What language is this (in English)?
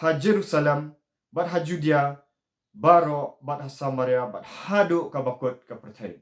Khasi